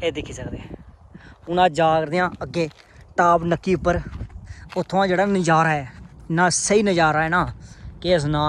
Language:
Dogri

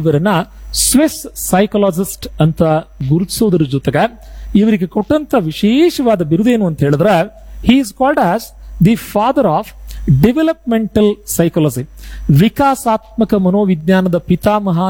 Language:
Kannada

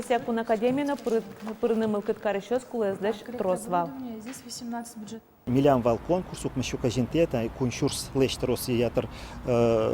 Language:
Udmurt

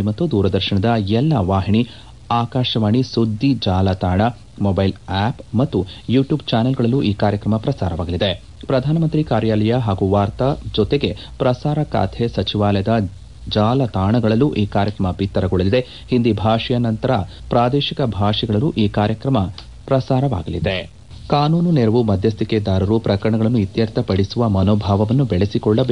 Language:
Kannada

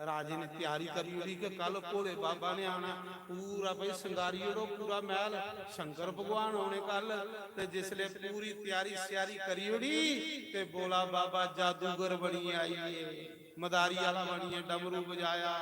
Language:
Dogri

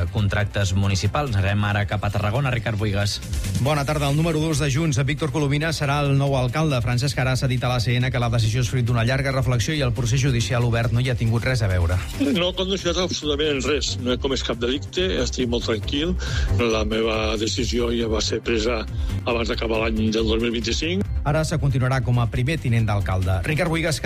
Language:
Catalan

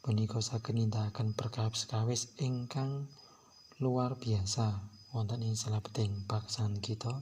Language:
Javanese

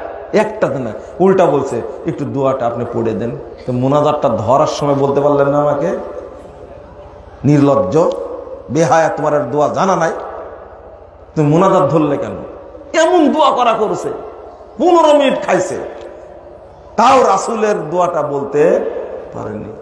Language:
Bangla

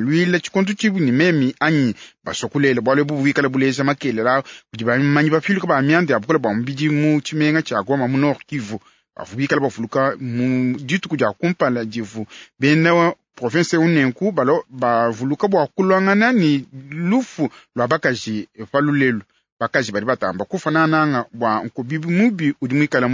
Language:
Luba-Lulua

